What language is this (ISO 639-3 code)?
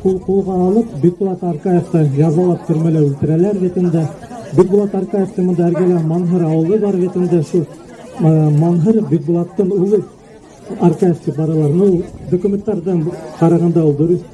bak